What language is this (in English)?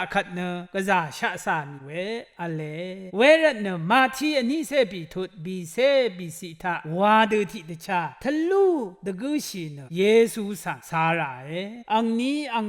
Rawang